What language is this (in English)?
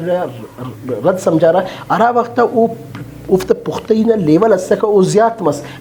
Brahui